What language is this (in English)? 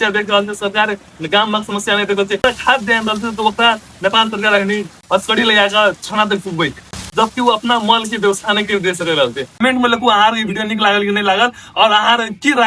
Maithili